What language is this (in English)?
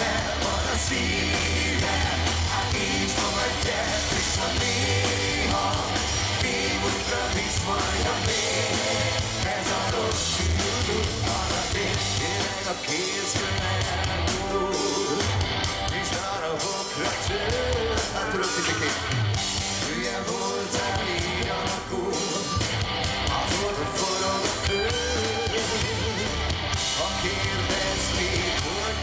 Hungarian